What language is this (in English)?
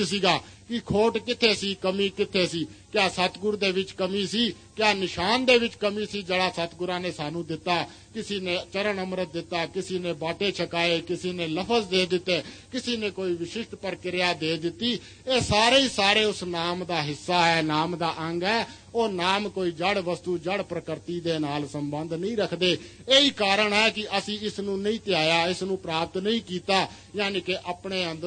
Punjabi